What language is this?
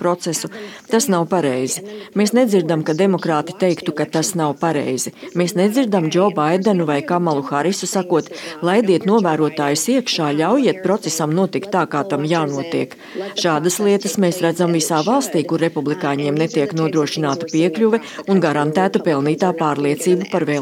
Latvian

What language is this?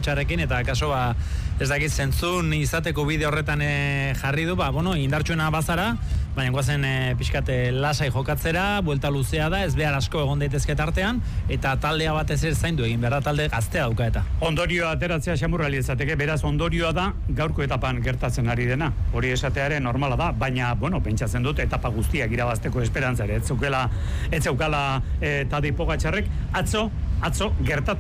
Basque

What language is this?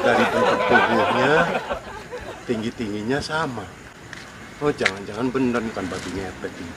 Betawi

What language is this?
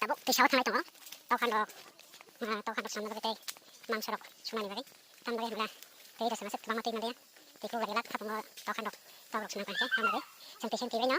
Kok Borok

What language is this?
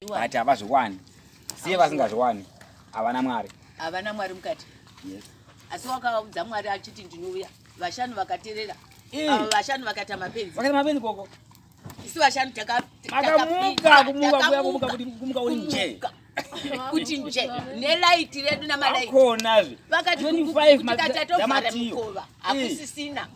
Shona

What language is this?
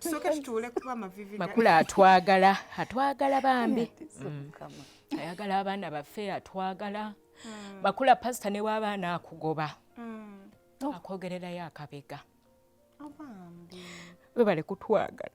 Ganda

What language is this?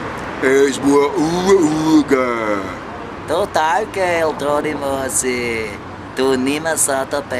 Bavarian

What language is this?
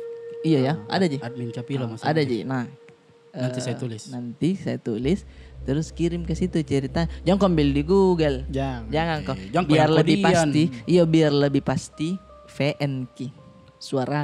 Makassar Malay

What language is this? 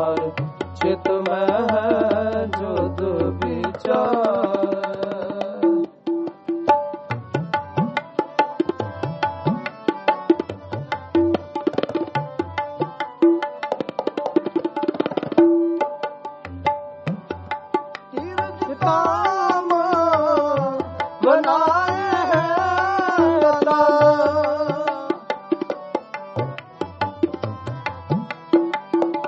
Punjabi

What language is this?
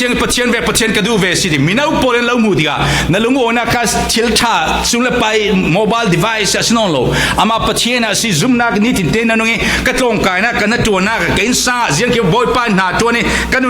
Falam Chin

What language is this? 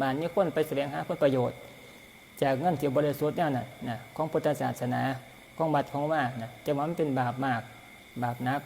Northeastern Thai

